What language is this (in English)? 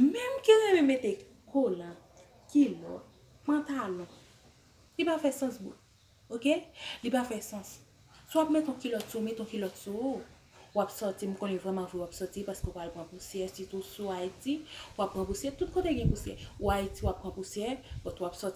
Haitian Creole